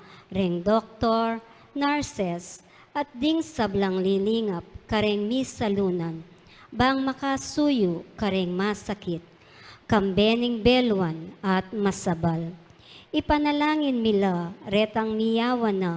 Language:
Pampanga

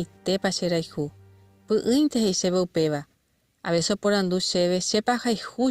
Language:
Guarani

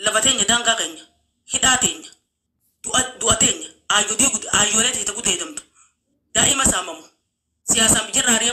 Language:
Oromo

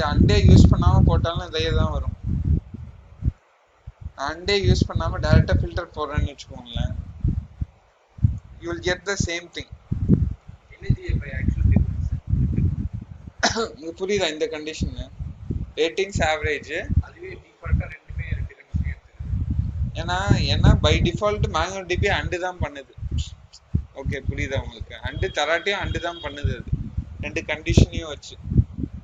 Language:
Tamil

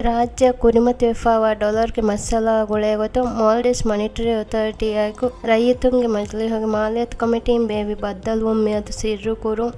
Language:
Divehi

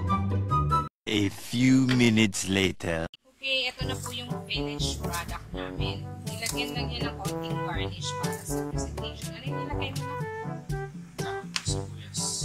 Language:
Filipino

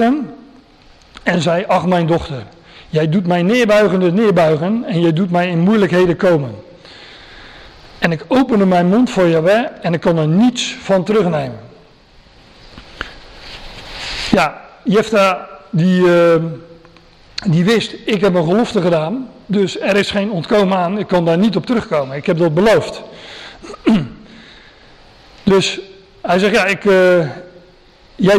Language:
Dutch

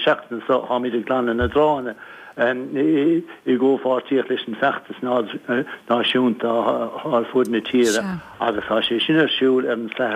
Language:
Irish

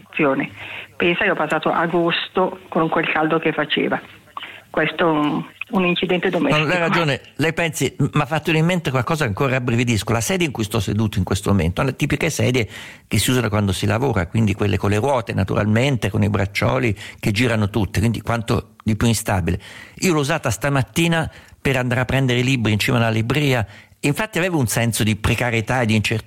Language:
Italian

